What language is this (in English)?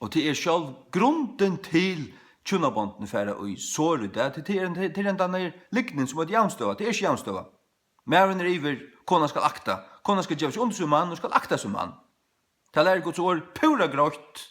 Faroese